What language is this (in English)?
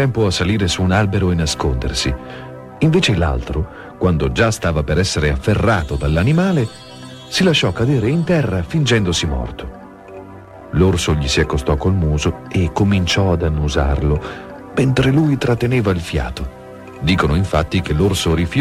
Italian